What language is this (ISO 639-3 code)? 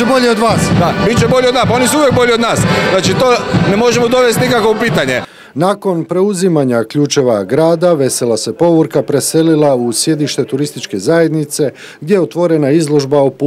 hrv